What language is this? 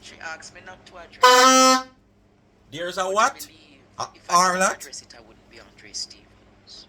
Jamaican Creole English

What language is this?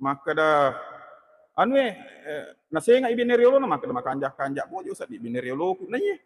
Buginese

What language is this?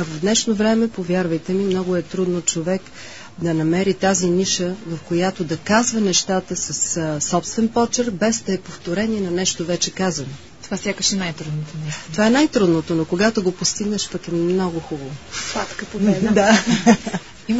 Bulgarian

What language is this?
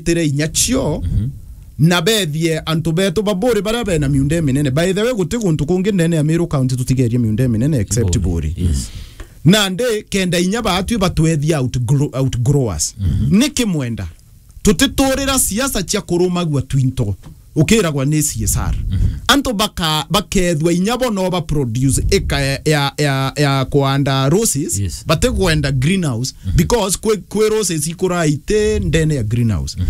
Meru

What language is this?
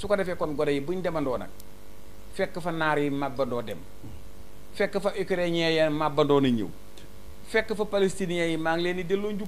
Wolof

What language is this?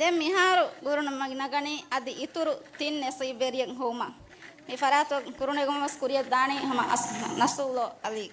Divehi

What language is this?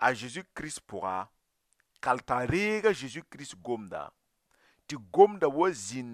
Mossi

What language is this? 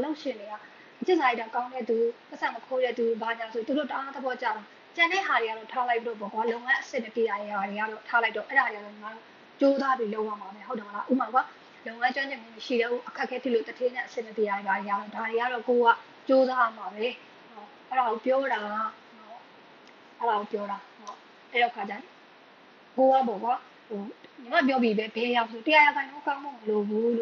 Burmese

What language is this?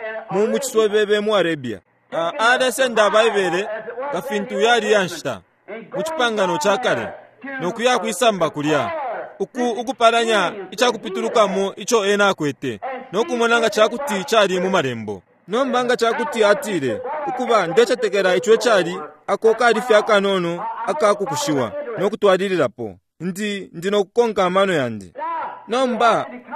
Bemba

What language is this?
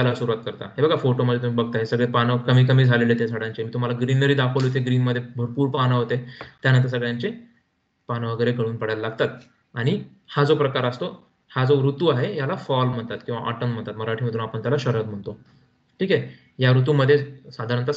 Marathi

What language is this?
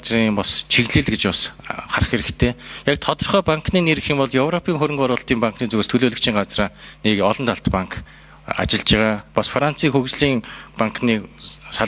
Mongolian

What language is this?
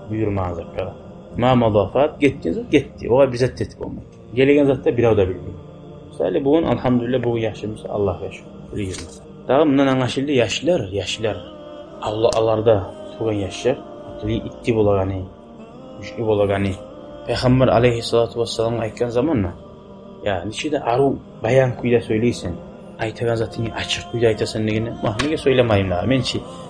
Kumyk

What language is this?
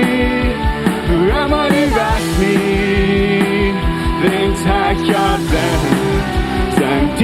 Plautdietsch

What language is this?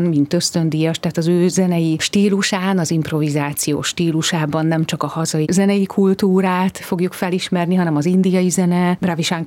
Hungarian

